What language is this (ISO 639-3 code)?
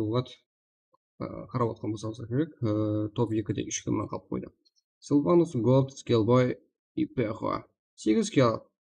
kaa